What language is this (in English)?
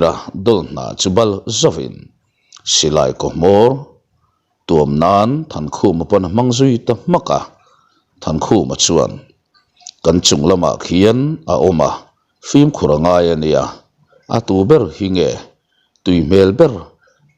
Mizo